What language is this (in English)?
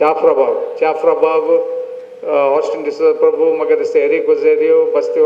Konkani